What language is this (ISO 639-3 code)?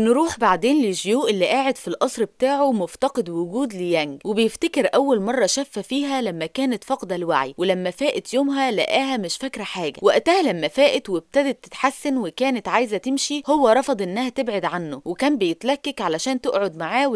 arz